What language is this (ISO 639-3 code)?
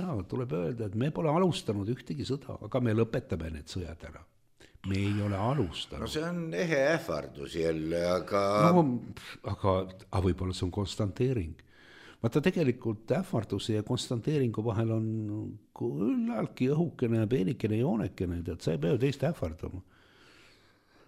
est